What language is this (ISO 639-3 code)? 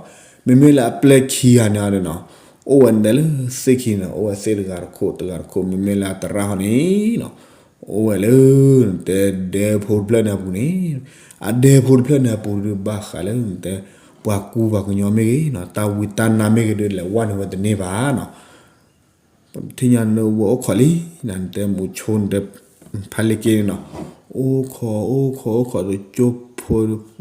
ksw